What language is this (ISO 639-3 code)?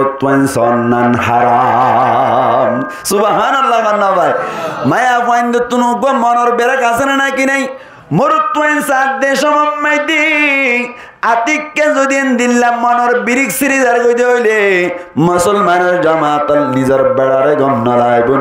rhg